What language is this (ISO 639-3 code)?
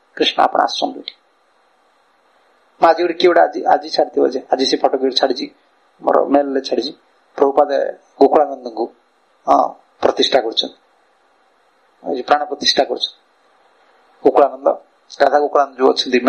ori